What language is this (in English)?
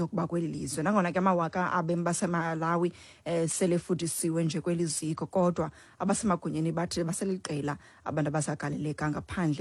Xhosa